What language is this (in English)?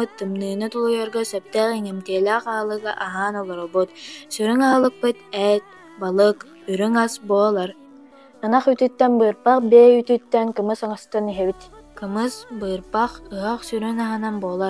Yakut